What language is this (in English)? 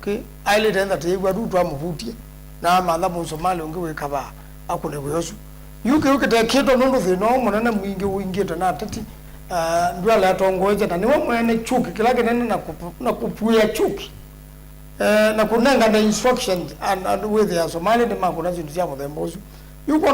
Kamba